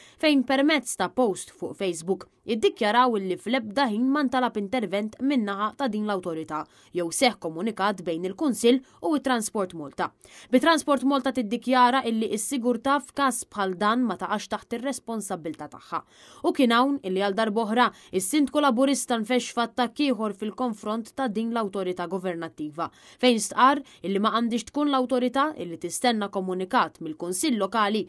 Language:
Maltese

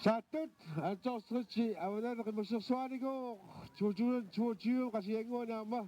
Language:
Kalaallisut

